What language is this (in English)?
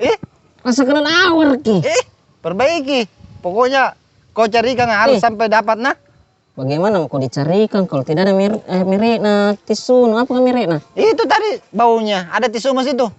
Makassar Malay